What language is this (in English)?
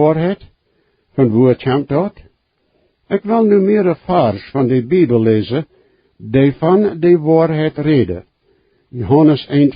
Plautdietsch